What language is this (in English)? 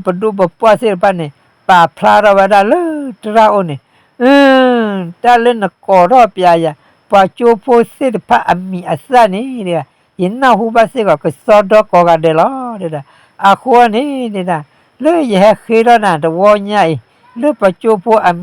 S'gaw Karen